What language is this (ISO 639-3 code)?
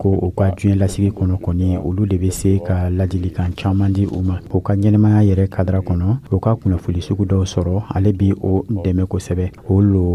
dyu